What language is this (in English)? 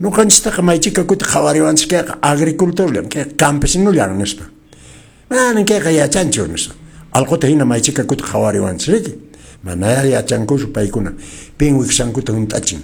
Quechua